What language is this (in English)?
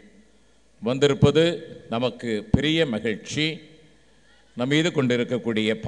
Tamil